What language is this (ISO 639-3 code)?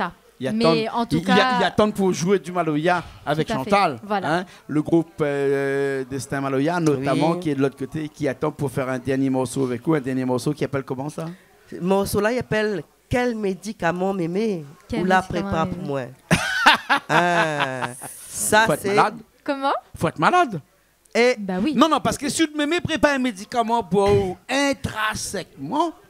rcf